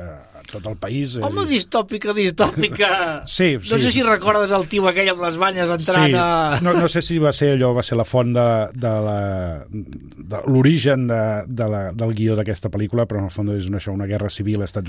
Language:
Catalan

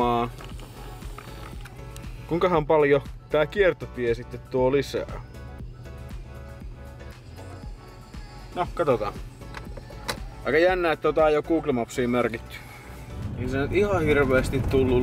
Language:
Finnish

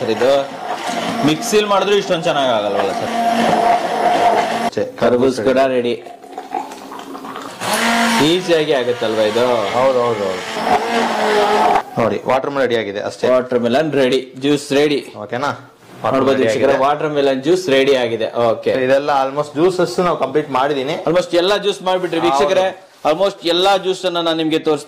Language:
Kannada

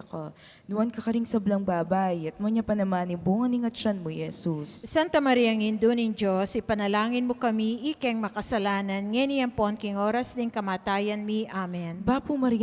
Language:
Pampanga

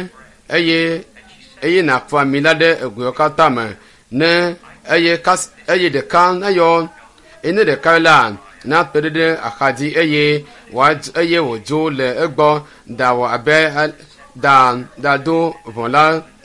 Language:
Ewe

